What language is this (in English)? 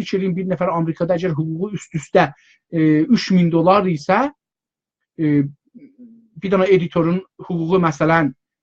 South Azerbaijani